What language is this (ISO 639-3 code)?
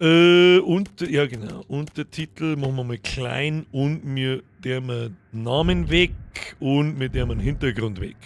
bar